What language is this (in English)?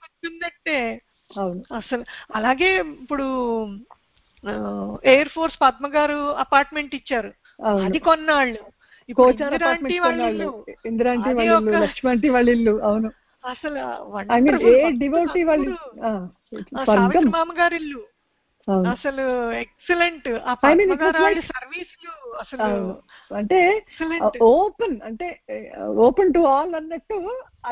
Telugu